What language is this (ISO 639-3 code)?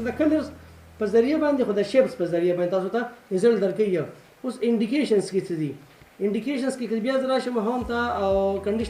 pus